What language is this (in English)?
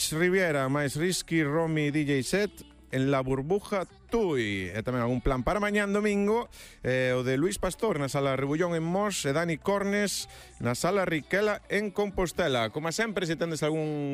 Galician